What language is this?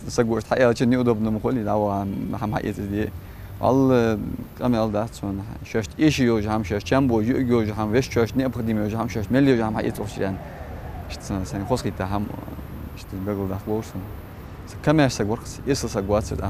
Ingush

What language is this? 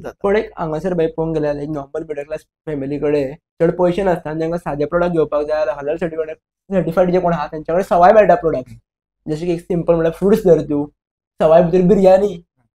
Konkani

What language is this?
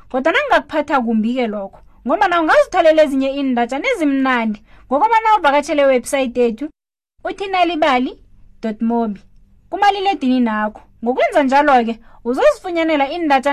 South Ndebele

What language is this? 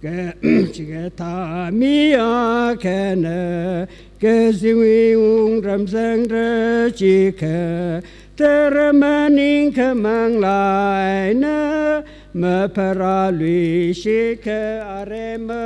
Tangkhul Naga (India)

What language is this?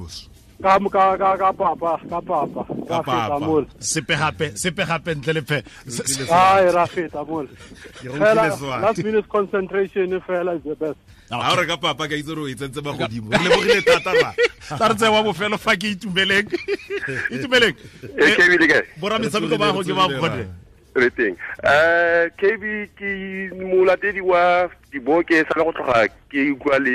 Tswana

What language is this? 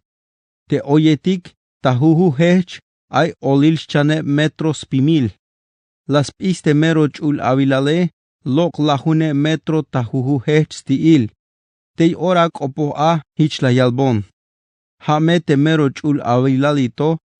Tzeltal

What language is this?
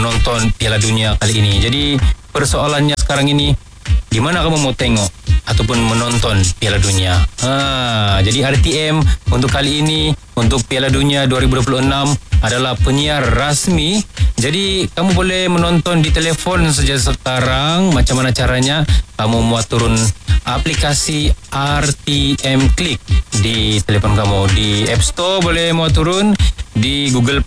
Malay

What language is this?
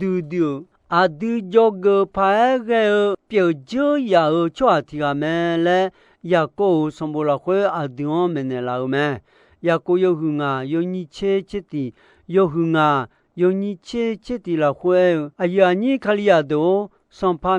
Akha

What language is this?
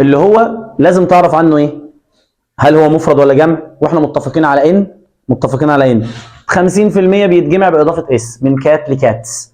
Egyptian Arabic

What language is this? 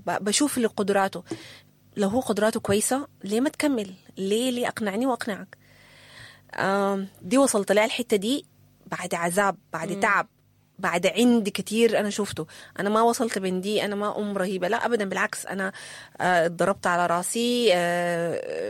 Sudanese Arabic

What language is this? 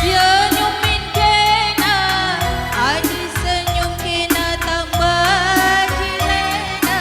Batak Karo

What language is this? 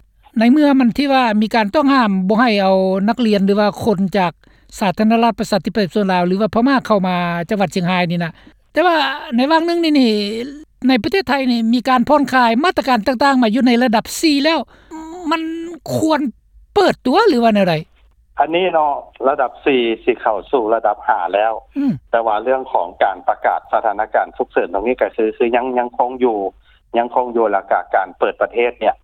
Lao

